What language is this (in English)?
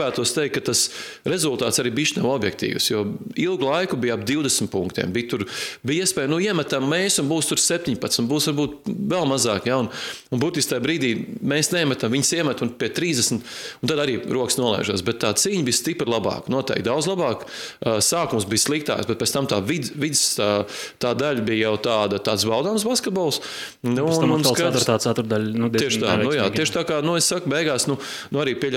Latvian